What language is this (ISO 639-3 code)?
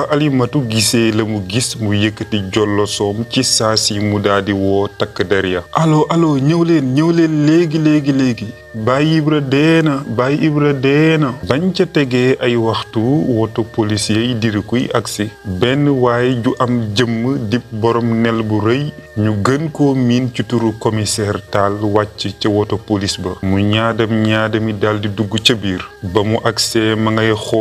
wol